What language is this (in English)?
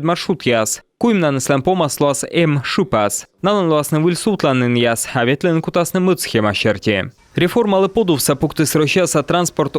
Komi